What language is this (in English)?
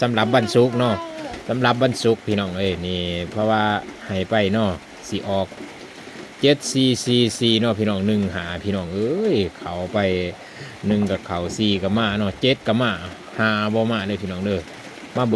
Northeastern Thai